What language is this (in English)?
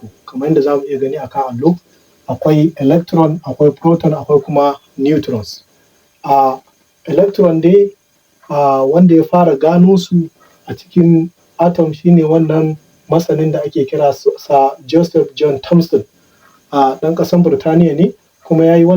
Hausa